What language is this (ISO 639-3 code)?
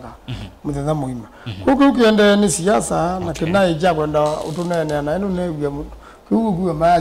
kam